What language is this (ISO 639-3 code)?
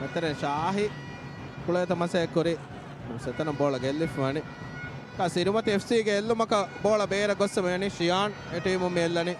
div